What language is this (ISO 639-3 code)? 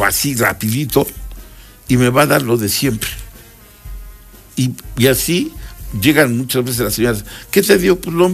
spa